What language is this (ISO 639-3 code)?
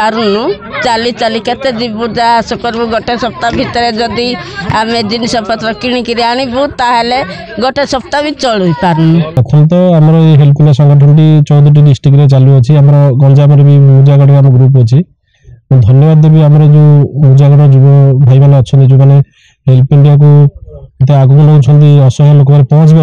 ori